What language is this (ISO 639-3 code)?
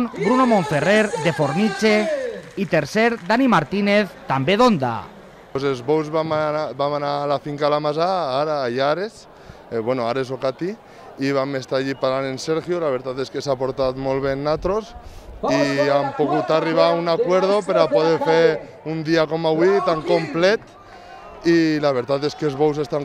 cat